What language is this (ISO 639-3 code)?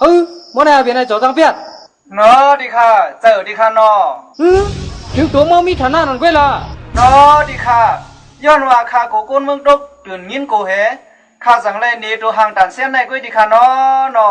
shn